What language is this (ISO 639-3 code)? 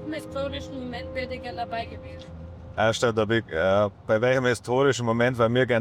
bar